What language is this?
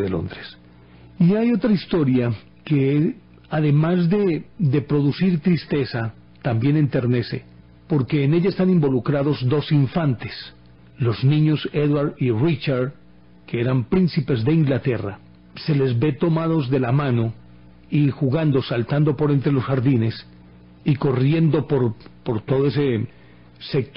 Spanish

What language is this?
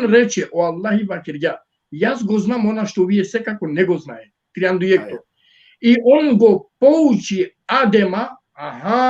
Balkan Romani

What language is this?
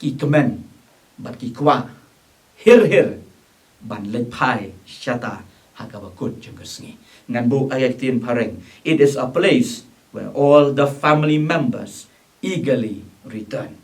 Khasi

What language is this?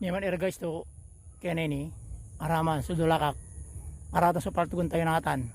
Pangasinan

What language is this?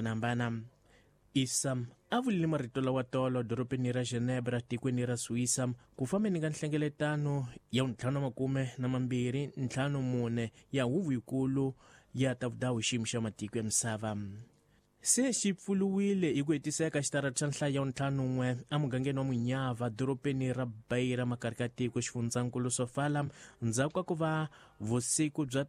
Tsonga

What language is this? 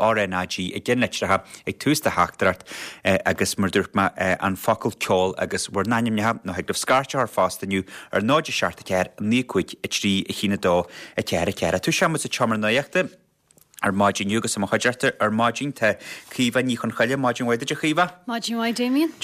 Irish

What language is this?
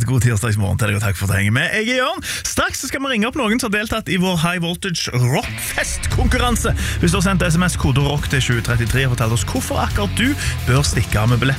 Norwegian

